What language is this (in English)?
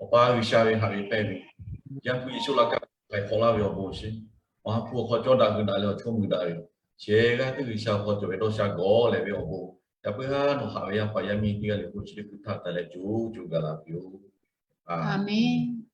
Lahu